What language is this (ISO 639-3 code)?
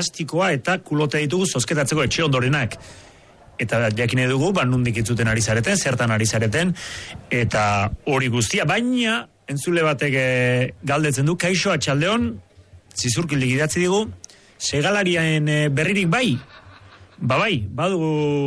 eus